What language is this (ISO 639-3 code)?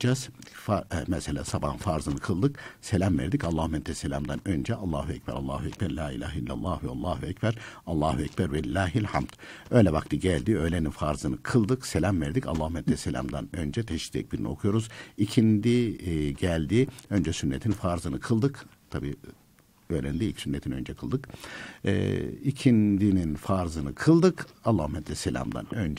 tur